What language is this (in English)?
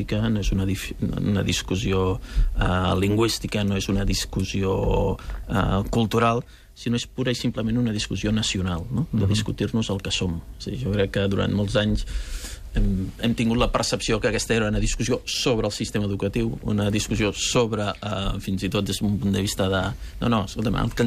Catalan